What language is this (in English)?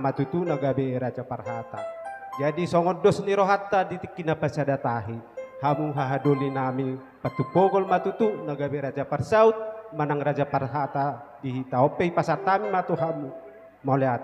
Batak Toba